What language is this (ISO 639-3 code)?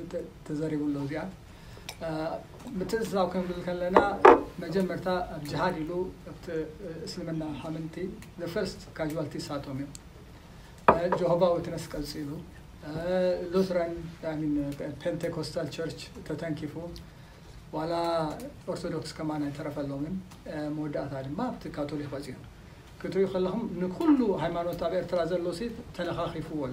tir